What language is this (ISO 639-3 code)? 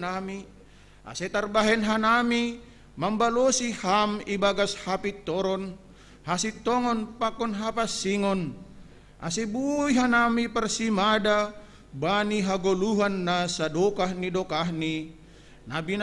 bts